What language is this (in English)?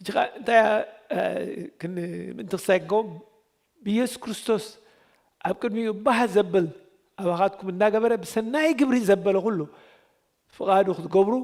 Tigrinya